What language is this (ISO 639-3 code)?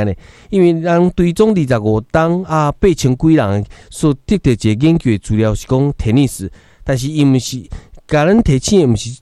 nan